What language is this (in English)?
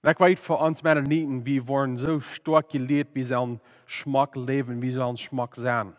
Plautdietsch